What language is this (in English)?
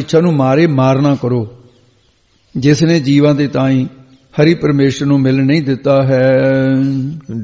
Punjabi